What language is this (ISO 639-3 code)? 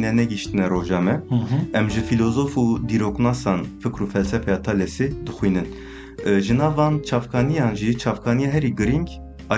kur